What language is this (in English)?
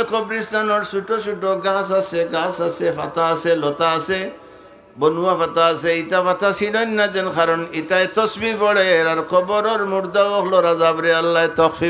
Sylheti